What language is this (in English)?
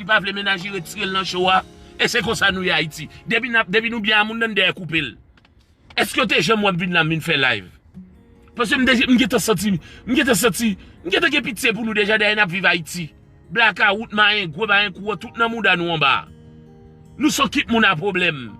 Haitian Creole